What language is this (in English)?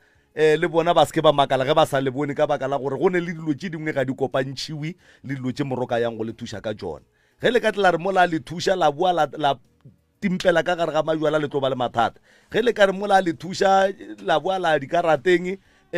Northern Sotho